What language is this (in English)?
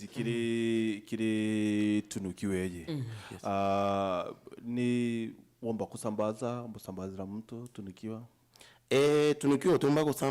Meru